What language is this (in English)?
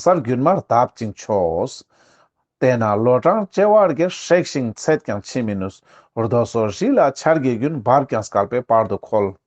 Ladakhi